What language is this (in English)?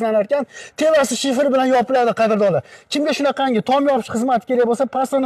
Uzbek